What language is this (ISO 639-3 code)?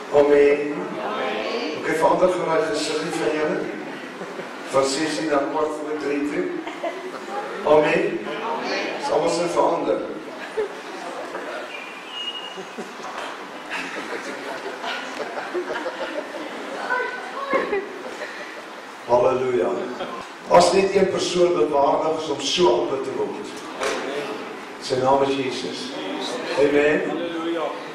afr